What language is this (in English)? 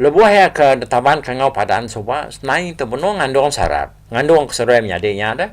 Iban